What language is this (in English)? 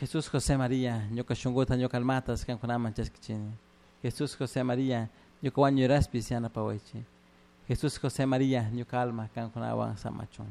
Chimborazo Highland Quichua